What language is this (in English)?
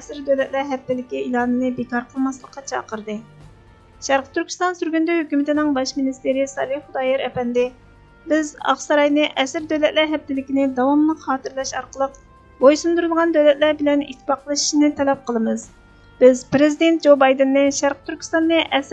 Uyghur